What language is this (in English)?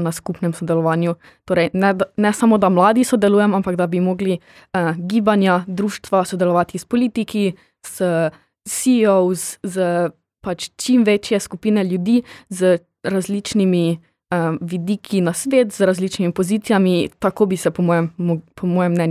Slovenian